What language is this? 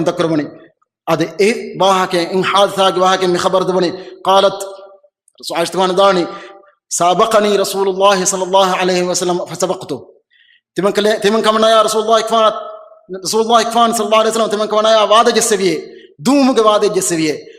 Divehi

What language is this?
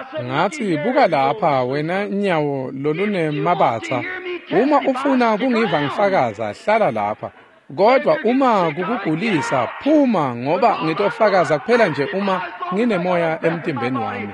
Swati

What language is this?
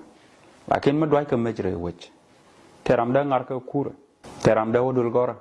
Nuer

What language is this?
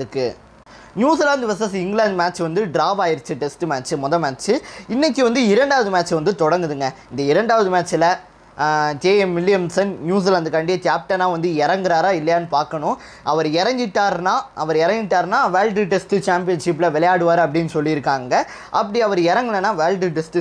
Tamil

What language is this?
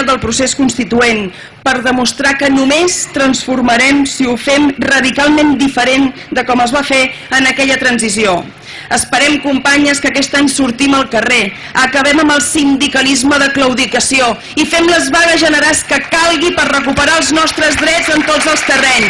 Catalan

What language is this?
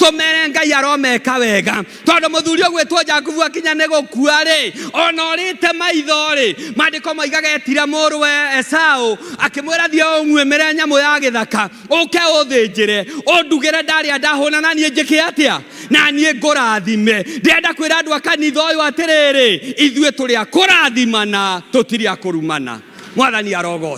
Kikuyu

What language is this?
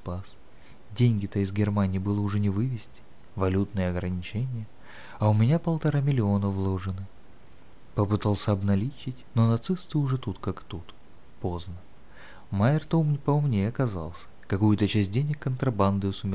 Russian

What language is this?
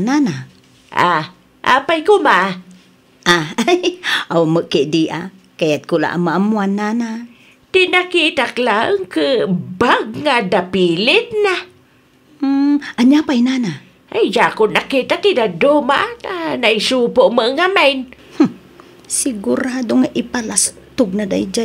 Iloko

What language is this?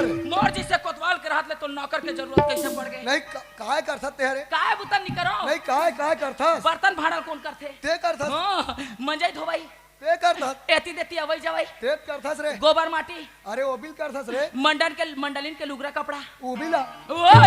Chhattisgarhi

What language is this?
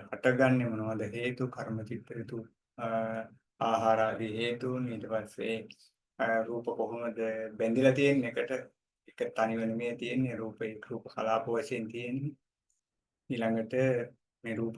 Sinhala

